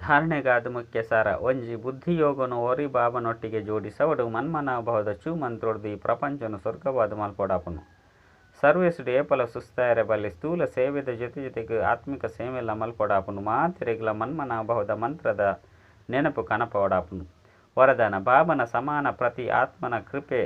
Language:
Tulu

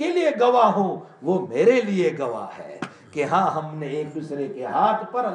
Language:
Urdu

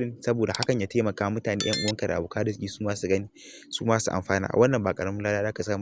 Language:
Hausa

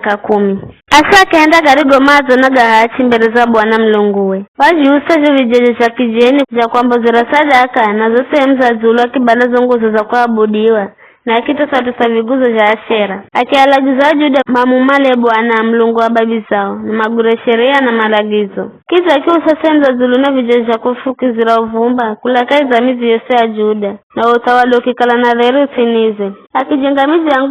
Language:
Giryama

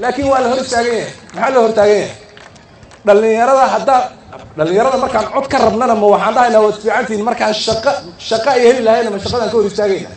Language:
Somali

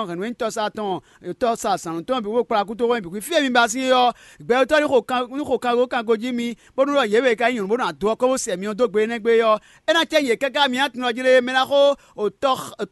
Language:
Fon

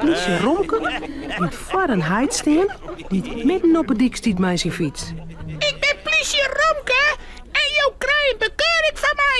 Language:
Western Frisian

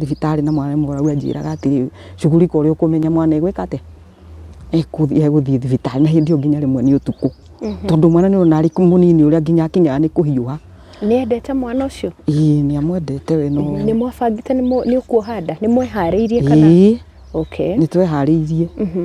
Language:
Kikuyu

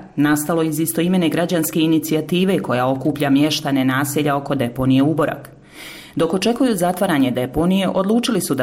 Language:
Bosnian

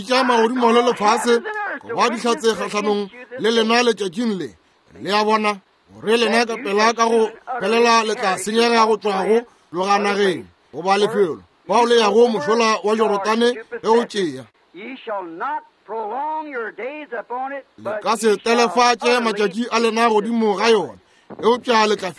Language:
Northern Sotho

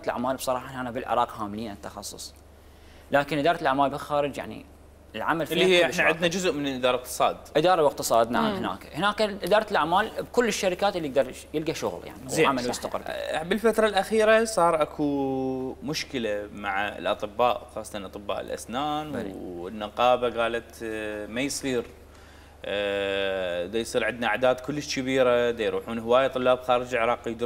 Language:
Mesopotamian Arabic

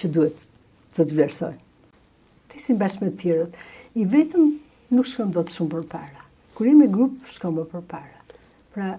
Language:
Albanian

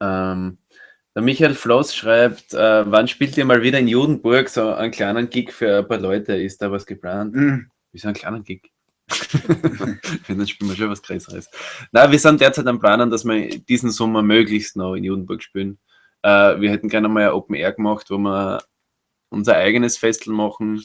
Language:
Bavarian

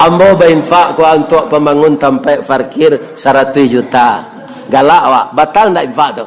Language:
Minangkabau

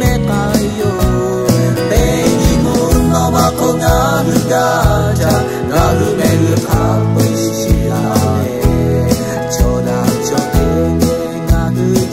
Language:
Lahu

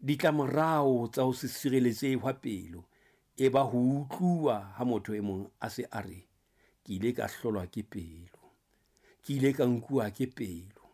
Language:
Southern Sotho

